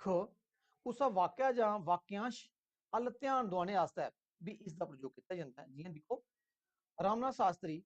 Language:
Dogri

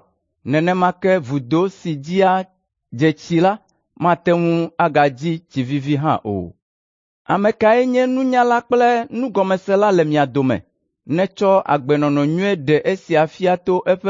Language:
Ewe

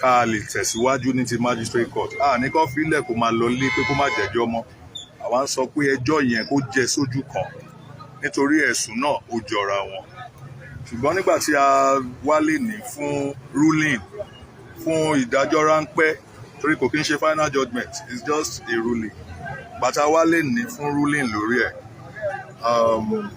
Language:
Yoruba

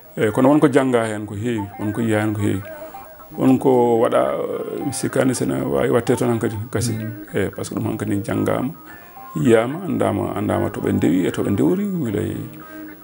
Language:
Fula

